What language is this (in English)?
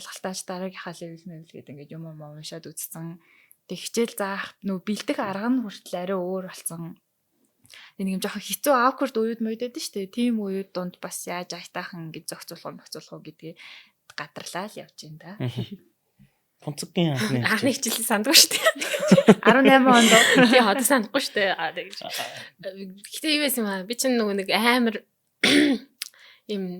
Mongolian